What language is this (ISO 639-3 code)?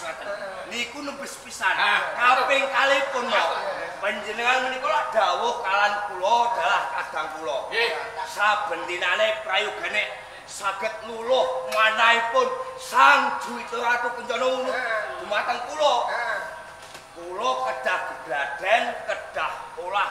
jav